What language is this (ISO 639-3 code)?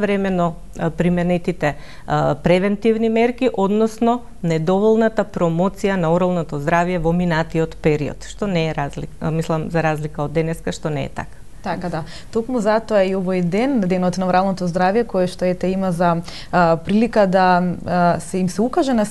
mkd